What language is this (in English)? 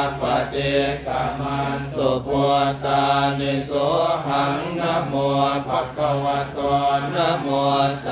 Pali